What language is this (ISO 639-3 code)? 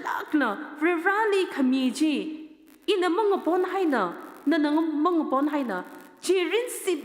nmf